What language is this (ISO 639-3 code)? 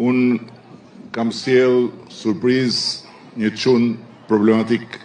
sqi